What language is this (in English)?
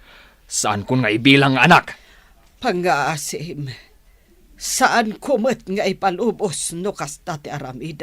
Iloko